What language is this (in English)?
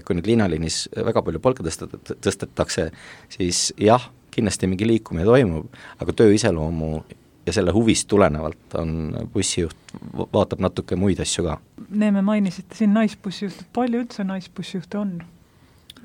Estonian